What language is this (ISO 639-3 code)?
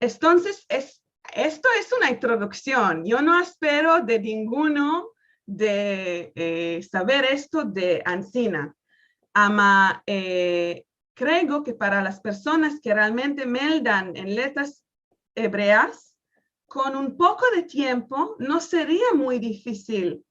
lad